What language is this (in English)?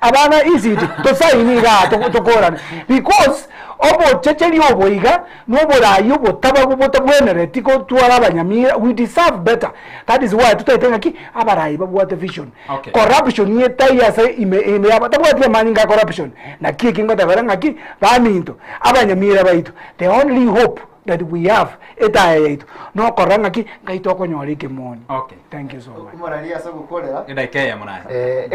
Gusii